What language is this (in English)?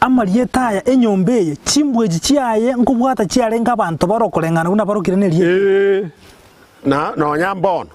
Gusii